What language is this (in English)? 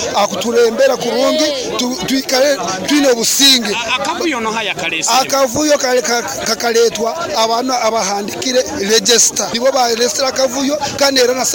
Nyoro